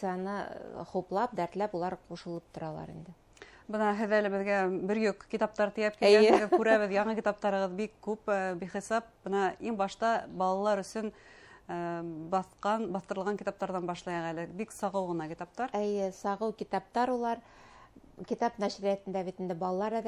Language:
Bashkir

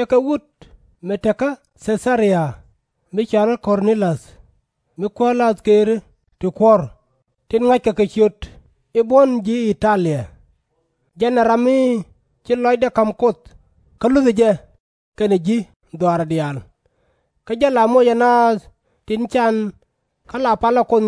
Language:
Nuer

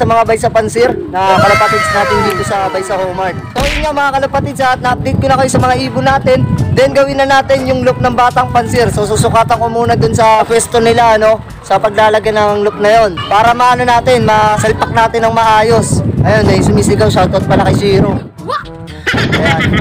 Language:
Filipino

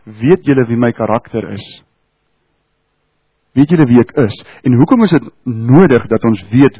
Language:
Afrikaans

